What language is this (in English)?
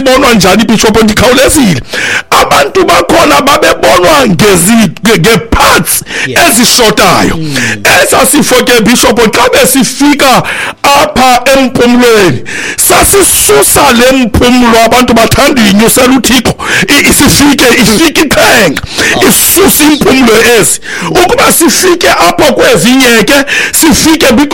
Xhosa